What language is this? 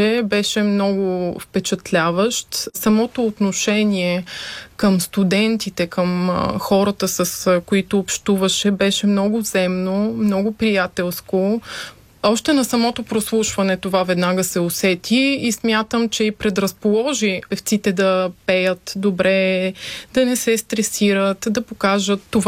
Bulgarian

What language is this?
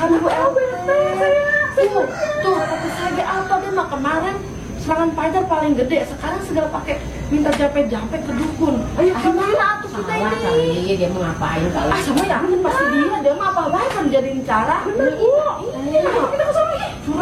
Betawi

